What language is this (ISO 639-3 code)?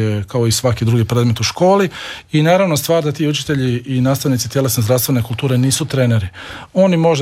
hrv